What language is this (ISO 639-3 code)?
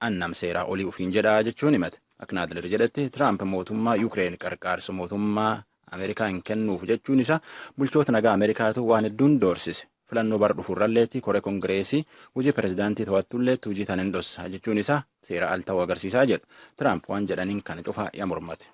orm